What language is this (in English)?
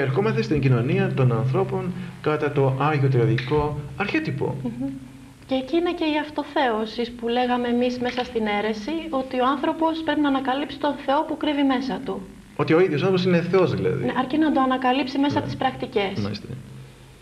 Greek